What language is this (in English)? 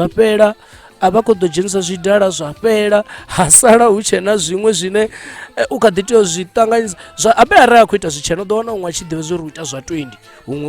Venda